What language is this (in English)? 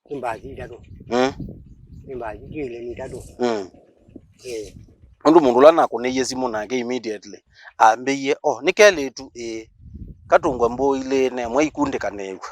Kamba